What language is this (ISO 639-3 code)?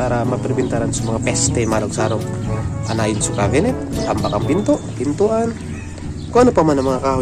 bik